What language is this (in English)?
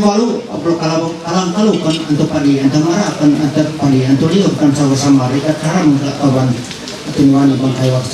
Ma'anyan